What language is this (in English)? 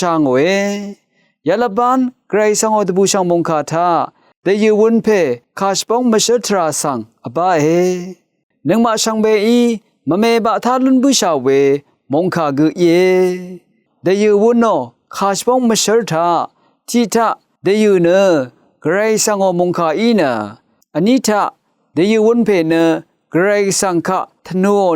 Rawang